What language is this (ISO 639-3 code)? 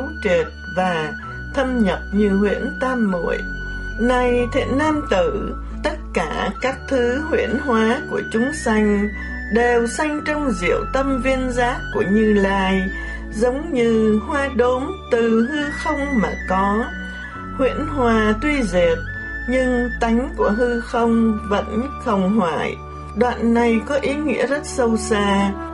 vie